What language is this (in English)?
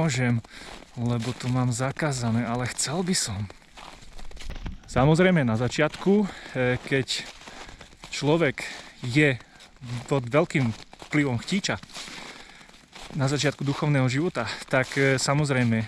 Slovak